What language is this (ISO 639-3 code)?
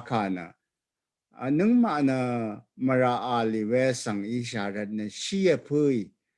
raw